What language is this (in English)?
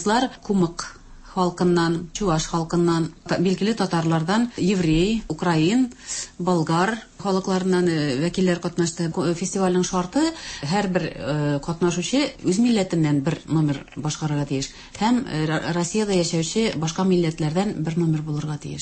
Tatar